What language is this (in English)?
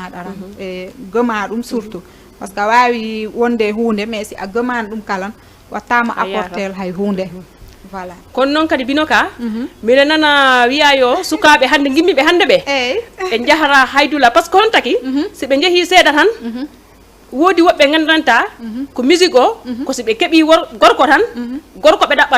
Fula